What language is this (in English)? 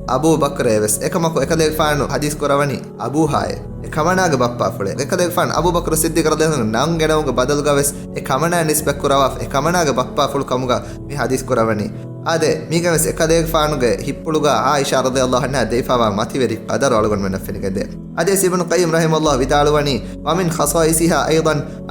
Divehi